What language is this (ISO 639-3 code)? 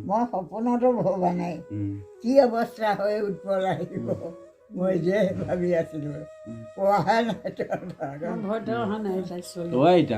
asm